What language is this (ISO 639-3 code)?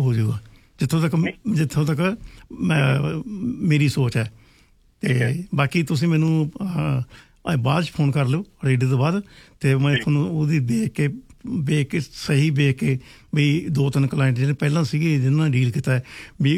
pan